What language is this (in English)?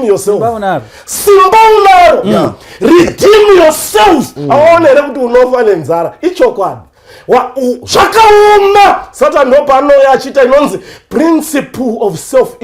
Shona